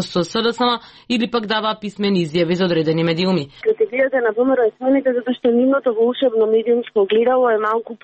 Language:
Macedonian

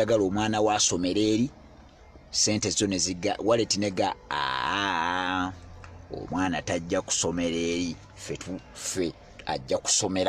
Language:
Ganda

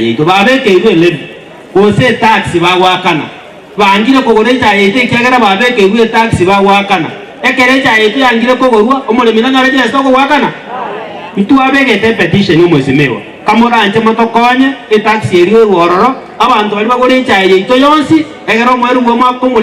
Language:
Gusii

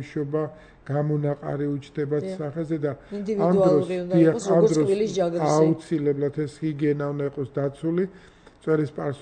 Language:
Georgian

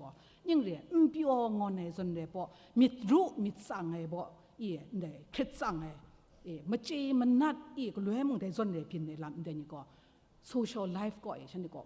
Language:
Kachin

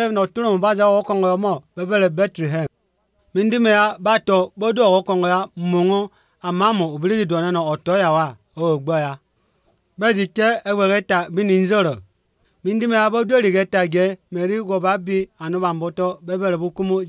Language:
Somali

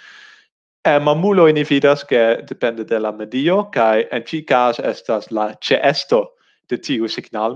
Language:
Esperanto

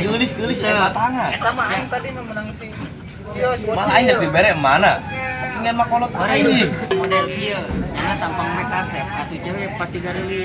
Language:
Sundanese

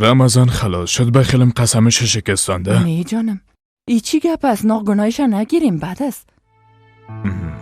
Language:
Persian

